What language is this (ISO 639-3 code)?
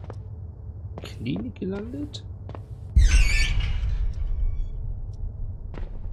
deu